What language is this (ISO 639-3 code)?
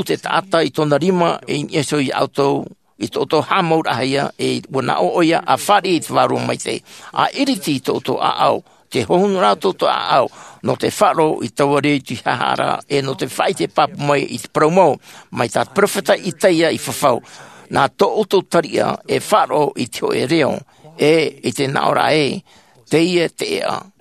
tah